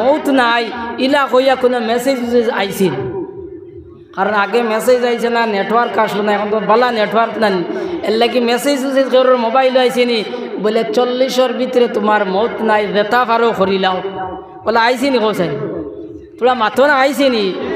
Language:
Sylheti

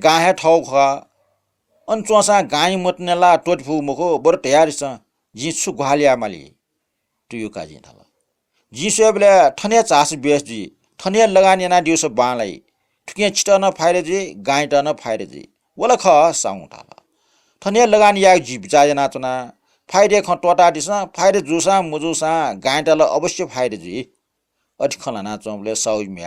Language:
Newari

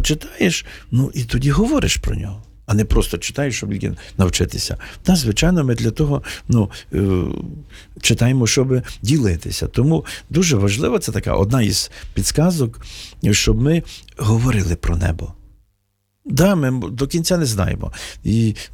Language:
Ukrainian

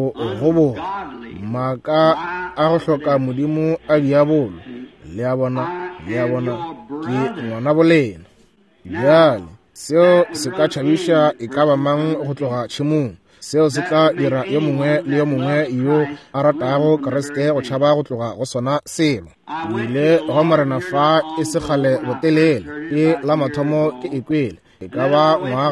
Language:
Northern Sotho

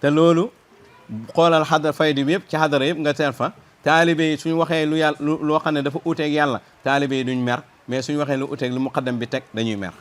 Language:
Wolof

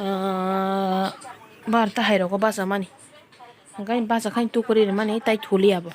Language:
Kok Borok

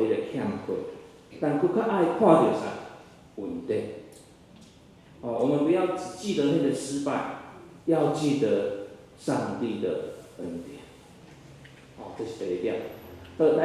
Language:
Min Nan Chinese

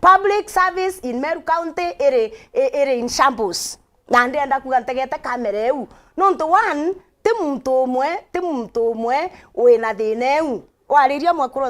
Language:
Meru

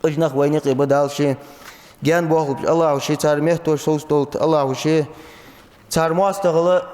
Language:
Ingush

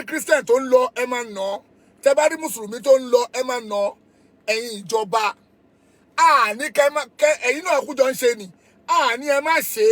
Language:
Yoruba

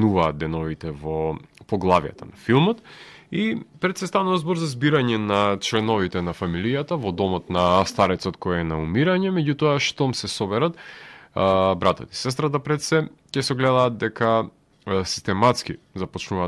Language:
Macedonian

